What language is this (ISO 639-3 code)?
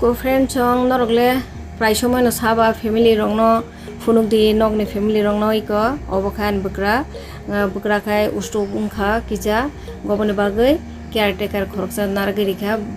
trp